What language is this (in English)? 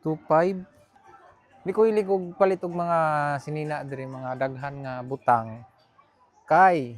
Cebuano